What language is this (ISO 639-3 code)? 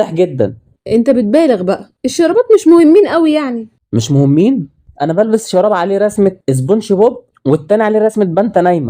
arz